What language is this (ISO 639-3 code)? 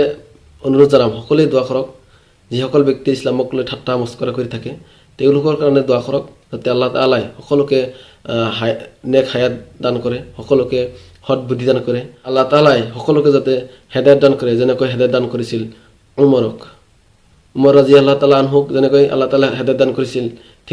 asm